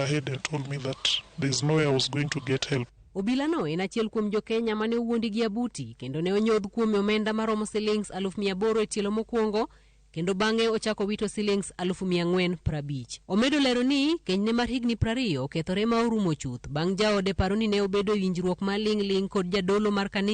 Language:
Luo (Kenya and Tanzania)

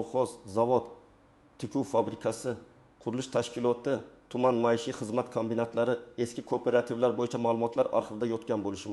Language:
Uzbek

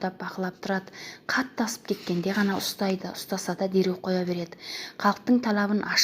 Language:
Kazakh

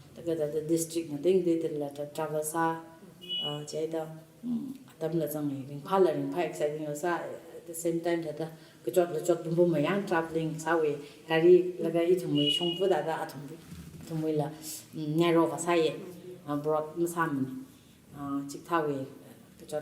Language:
Tangkhul Naga (India)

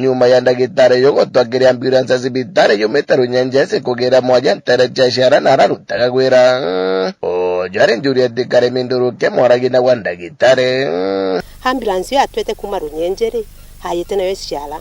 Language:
Meru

